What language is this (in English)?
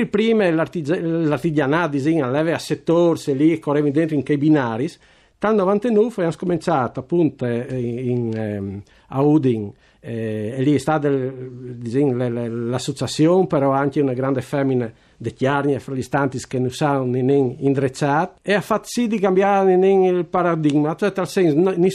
Friulian